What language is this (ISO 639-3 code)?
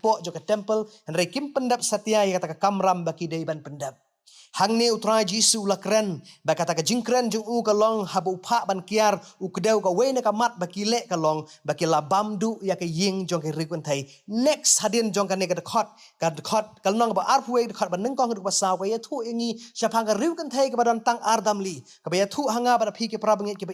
kha